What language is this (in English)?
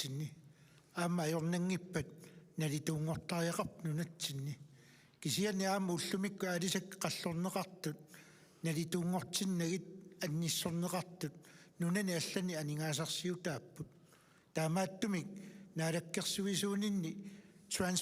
Kalaallisut